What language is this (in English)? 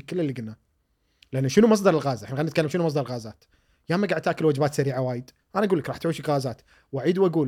Gulf Arabic